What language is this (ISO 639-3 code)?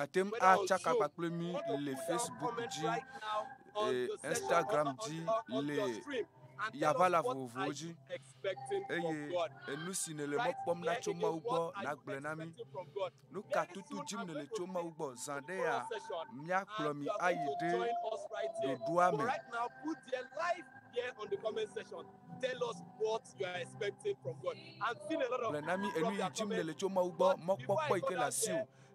ewe